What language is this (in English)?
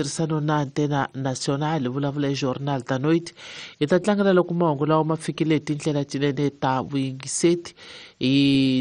Tsonga